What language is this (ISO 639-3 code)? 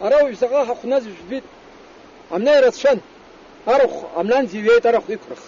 abk